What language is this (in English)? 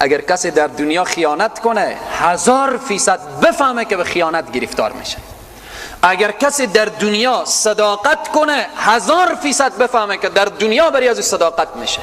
Persian